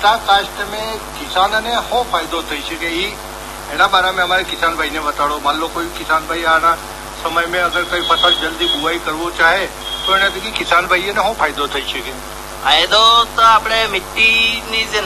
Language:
Gujarati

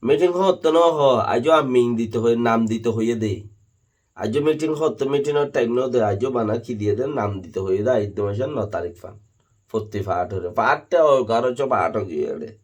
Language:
Rohingya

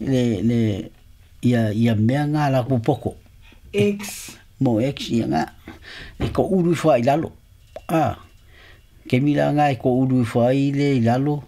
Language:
Samoan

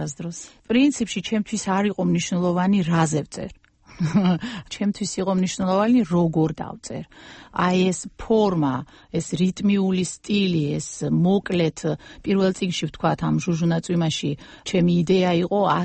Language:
Georgian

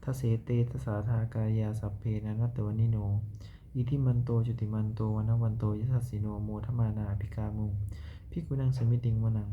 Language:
Pali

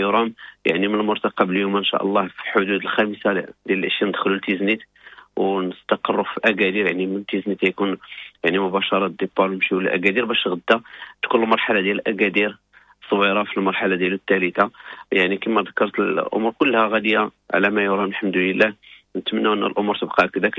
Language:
Moroccan Arabic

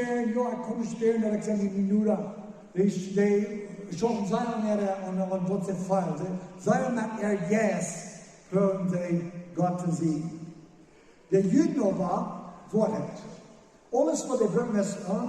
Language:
Plautdietsch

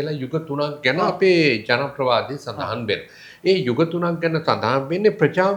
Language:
Sinhala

